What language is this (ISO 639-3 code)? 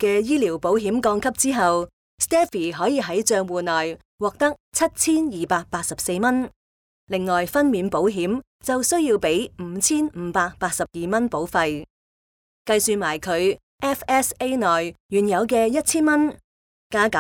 yue